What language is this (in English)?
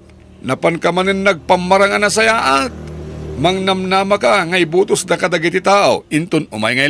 Iloko